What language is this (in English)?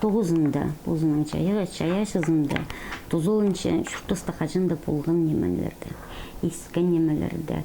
Khakas